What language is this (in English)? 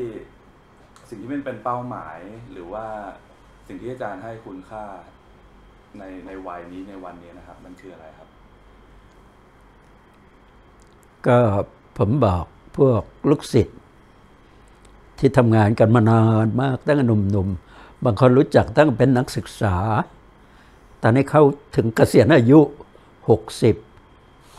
Thai